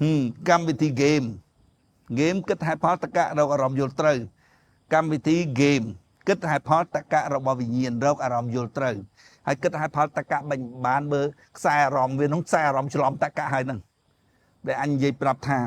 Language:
Khmer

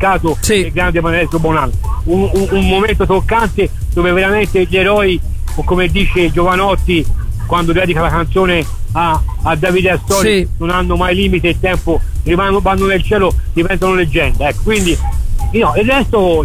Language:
Italian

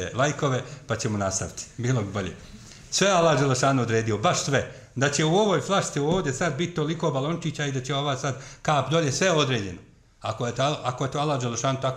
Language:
Bosnian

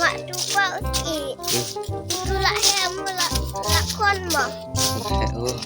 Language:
Khasi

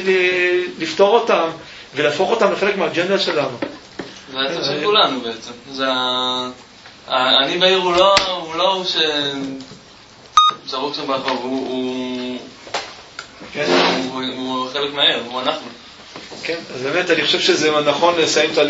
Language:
Hebrew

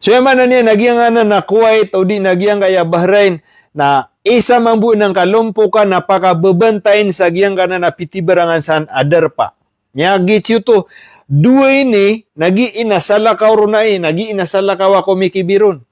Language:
Maranao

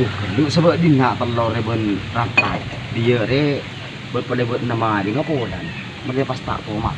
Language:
Madurese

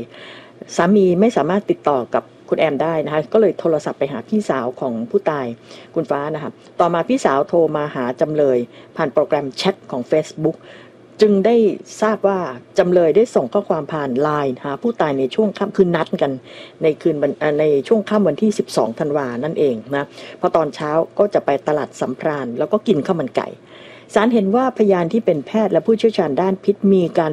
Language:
Thai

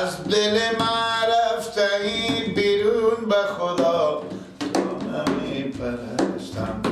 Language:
Persian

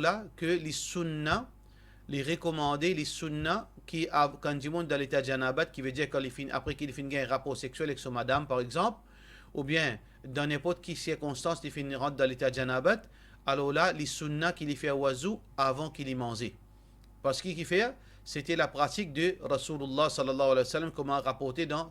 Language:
Morisyen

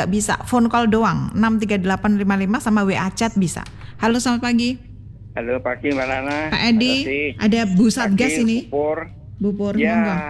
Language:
Indonesian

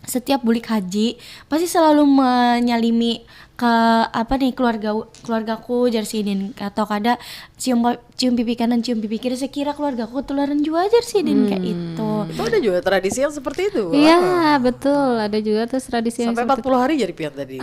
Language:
Banjar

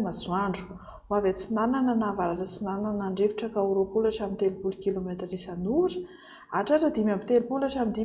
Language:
Malagasy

